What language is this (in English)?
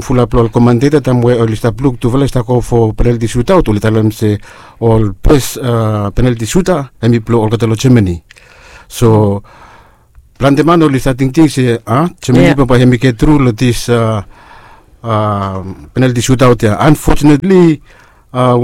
Bislama